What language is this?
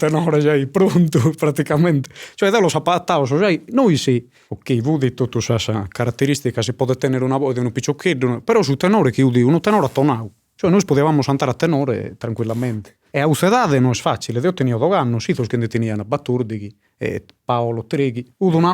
Sardinian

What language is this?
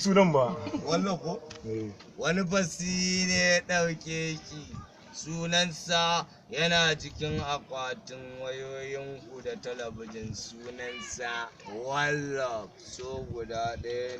Hausa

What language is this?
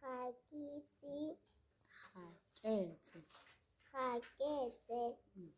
Tswana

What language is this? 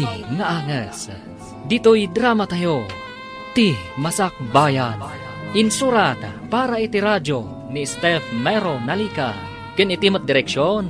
Iloko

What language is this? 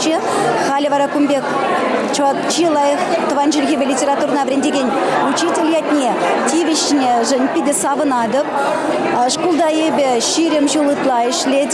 Chuvash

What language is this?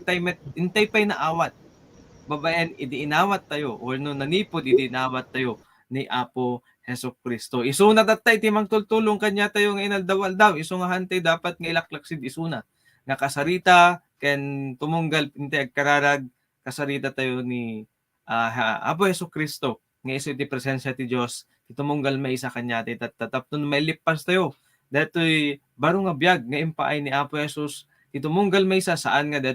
Iloko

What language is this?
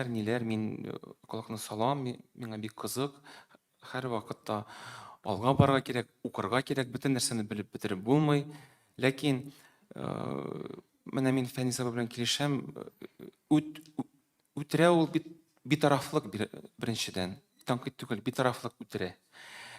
Tatar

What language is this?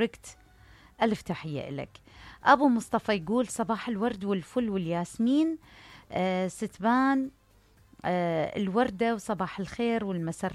Mesopotamian Arabic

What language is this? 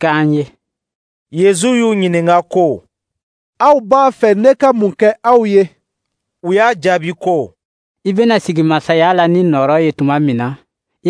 Dyula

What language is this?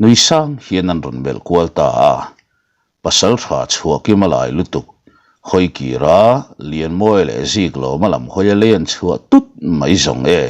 Mizo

